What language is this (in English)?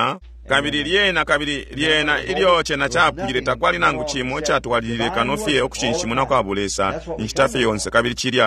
Bemba